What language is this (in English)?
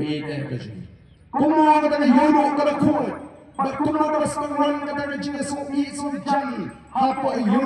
Khasi